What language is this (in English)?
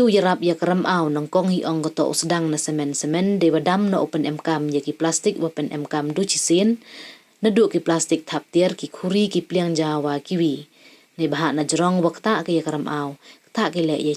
Pnar